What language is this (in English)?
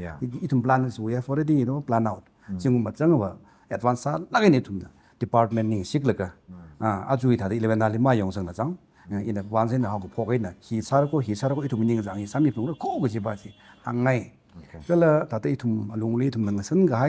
Tangkhul Naga (India)